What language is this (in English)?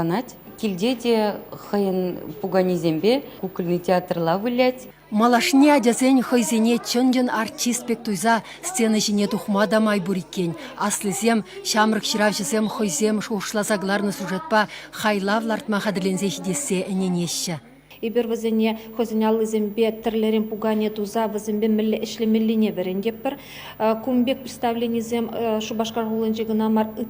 Chuvash